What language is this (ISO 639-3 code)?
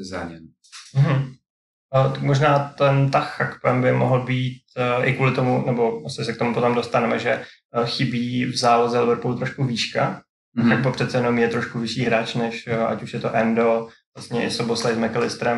ces